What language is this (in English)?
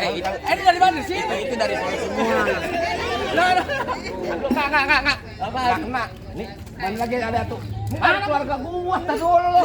Betawi